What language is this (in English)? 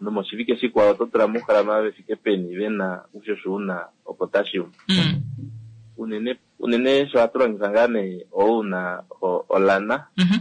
Kuanyama